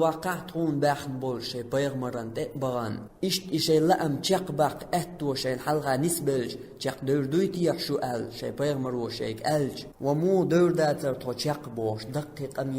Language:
Chechen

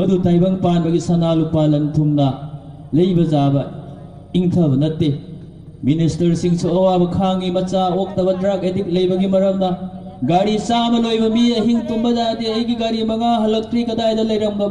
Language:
Manipuri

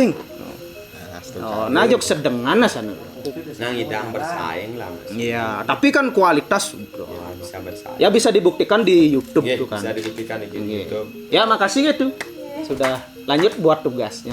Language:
Balinese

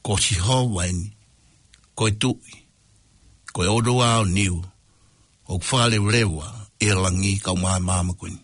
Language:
Tongan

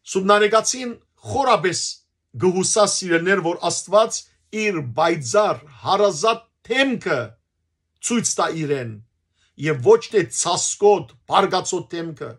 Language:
Western Armenian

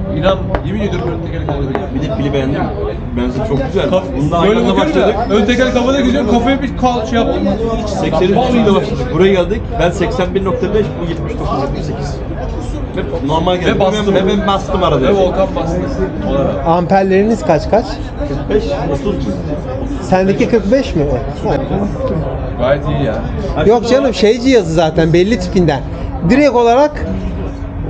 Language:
Turkish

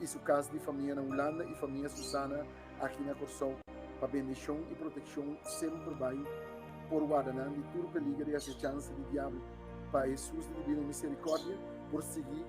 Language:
Papiamento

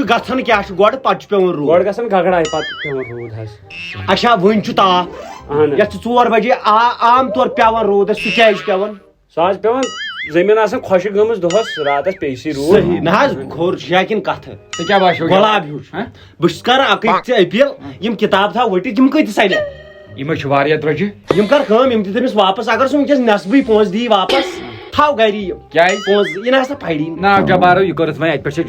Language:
Kashmiri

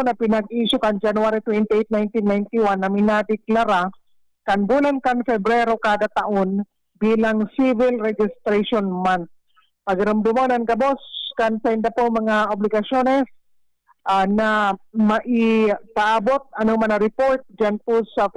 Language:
Bikol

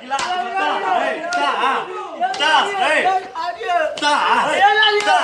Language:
Maithili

